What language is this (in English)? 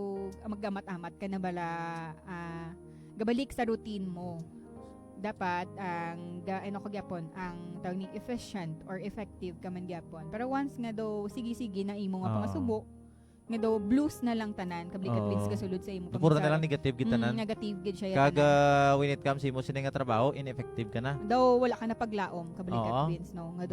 Hiligaynon